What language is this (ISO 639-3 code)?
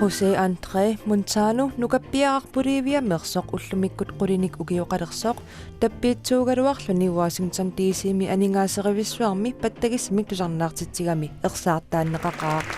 kal